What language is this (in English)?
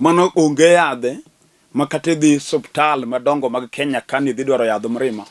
Luo (Kenya and Tanzania)